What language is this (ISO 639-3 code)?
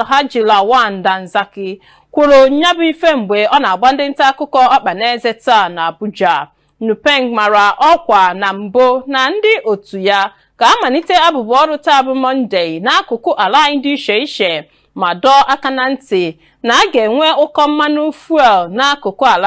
ibo